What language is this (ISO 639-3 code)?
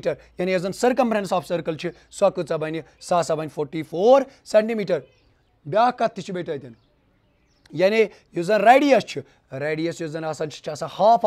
kas